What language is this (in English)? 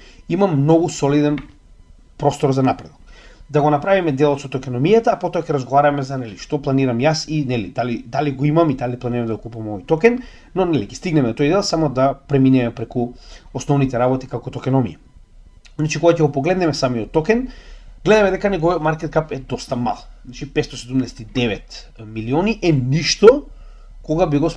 Macedonian